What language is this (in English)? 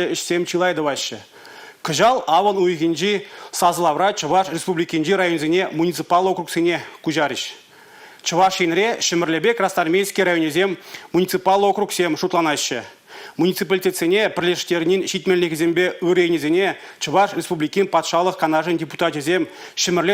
Chuvash